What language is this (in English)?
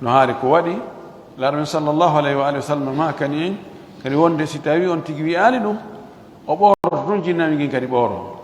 Fula